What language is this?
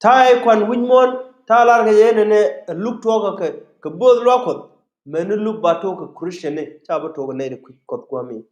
Nuer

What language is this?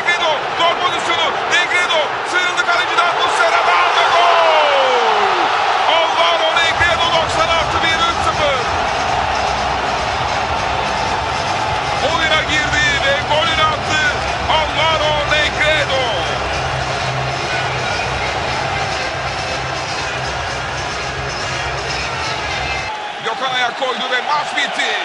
Turkish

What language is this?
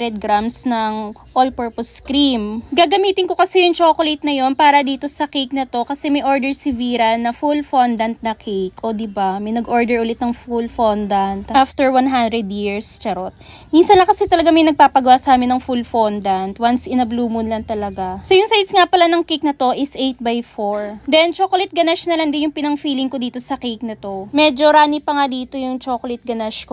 Filipino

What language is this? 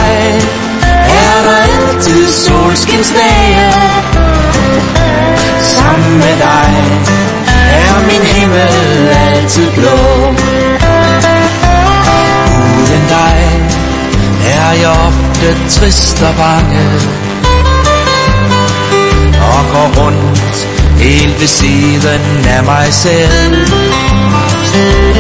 Danish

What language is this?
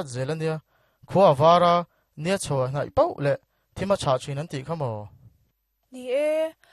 Mizo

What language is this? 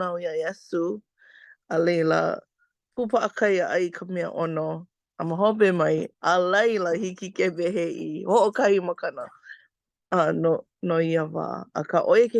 Hawaiian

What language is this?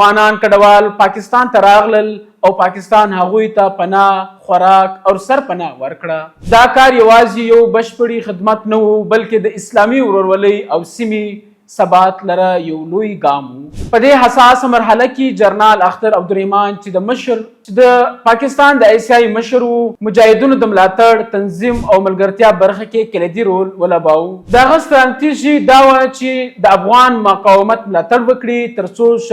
Pashto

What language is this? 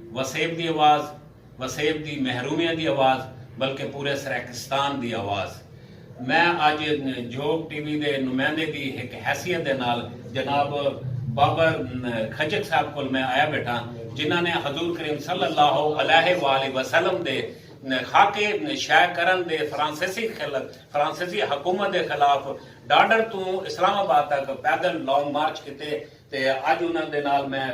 Saraiki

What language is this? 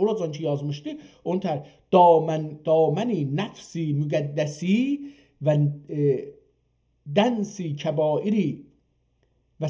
South Azerbaijani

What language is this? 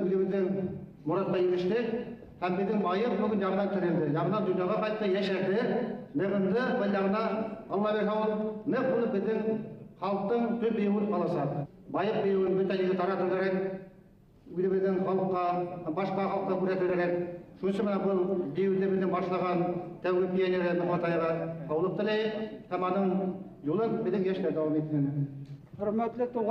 Bashkir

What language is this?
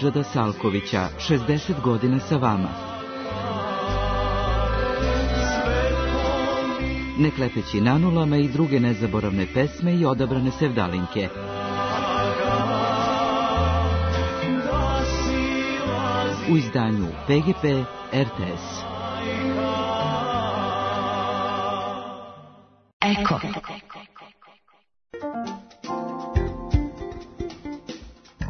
Serbian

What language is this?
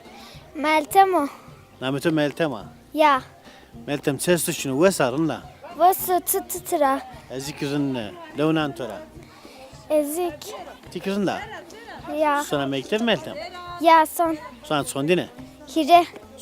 Zaza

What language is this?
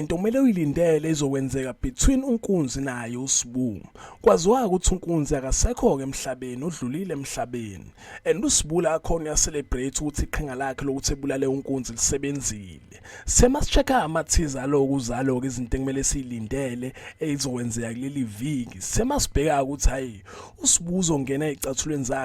Zulu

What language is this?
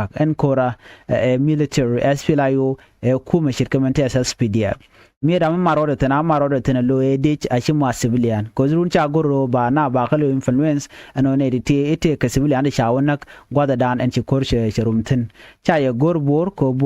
Nuer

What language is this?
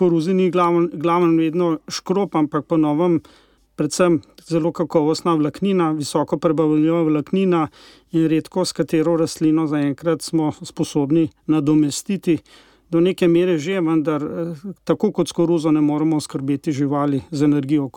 Slovenian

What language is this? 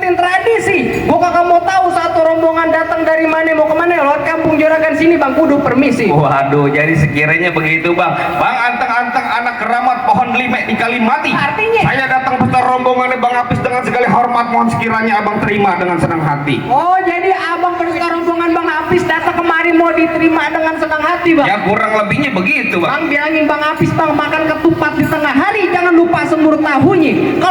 Betawi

